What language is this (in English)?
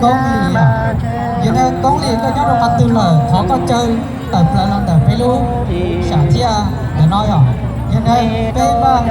Hmong